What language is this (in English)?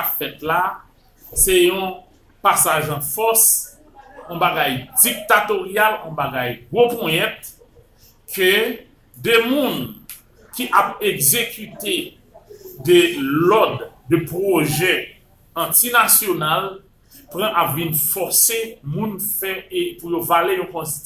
Haitian Creole